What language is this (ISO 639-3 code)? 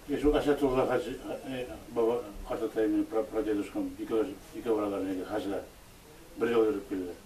bak